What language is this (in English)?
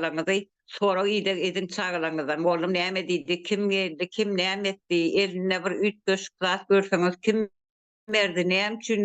Turkmen